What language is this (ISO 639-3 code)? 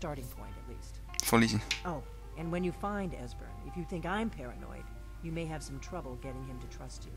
gsw